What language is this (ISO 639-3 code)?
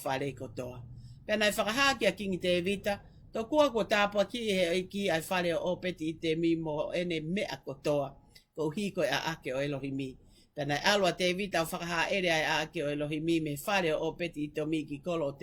ton